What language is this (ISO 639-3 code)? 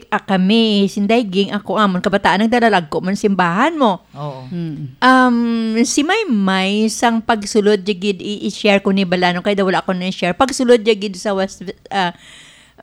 hil